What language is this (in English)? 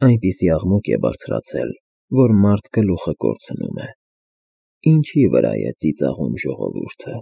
Armenian